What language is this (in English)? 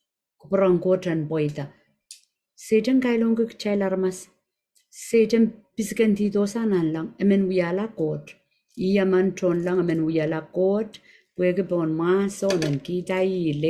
Pohnpeian